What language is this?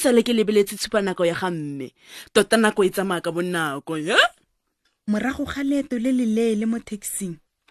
Tswana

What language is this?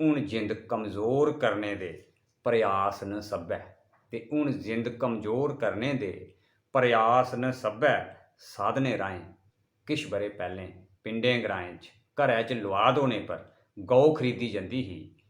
Dogri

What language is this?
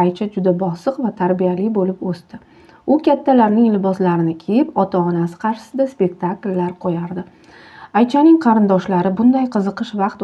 Uzbek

